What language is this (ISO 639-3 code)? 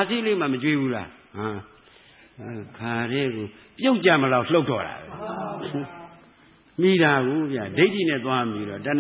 mya